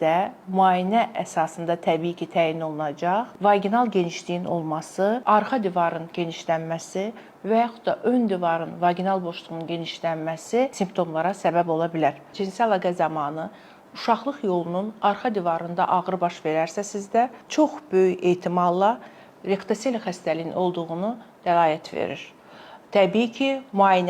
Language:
Azerbaijani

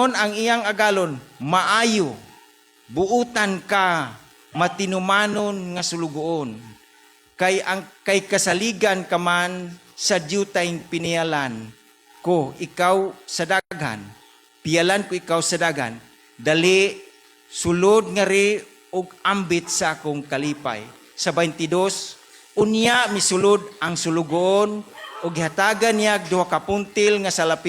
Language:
Cebuano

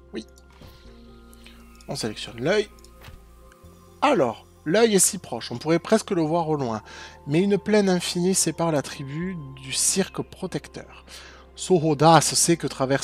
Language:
French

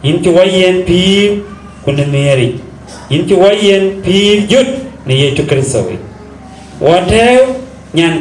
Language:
Dinka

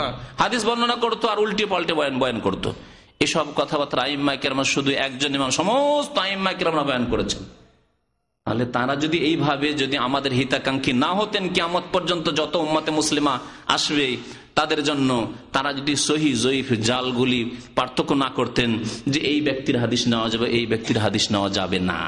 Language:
Bangla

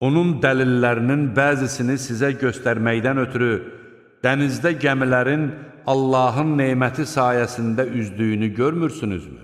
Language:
Azerbaijani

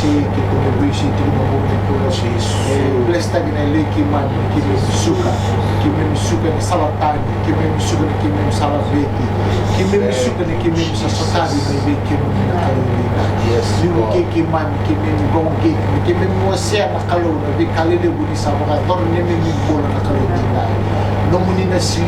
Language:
Fijian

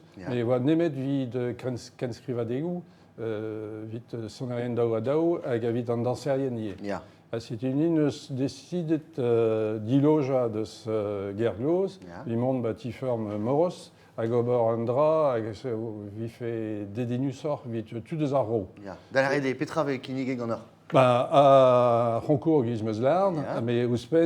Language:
Breton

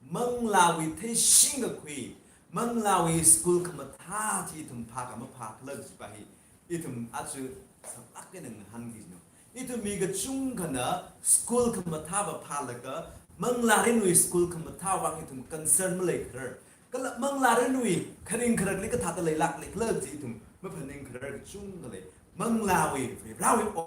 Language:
Tangkhul Naga (India)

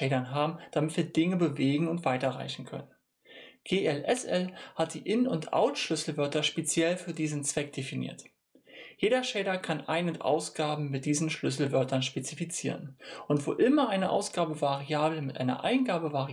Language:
German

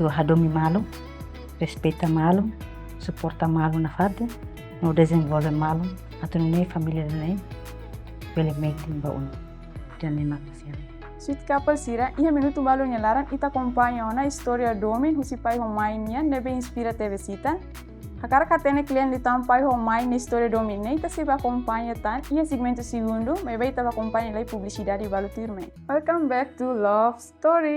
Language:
Tetum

